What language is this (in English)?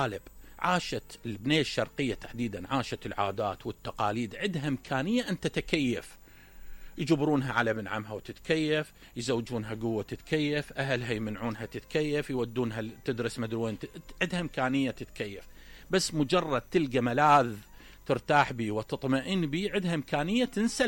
Mesopotamian Arabic